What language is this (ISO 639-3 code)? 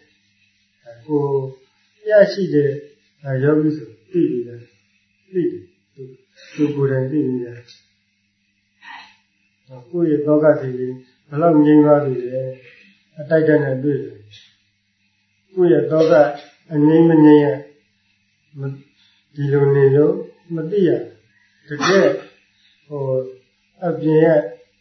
mya